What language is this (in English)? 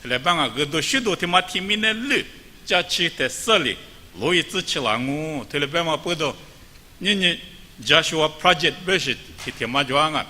Lisu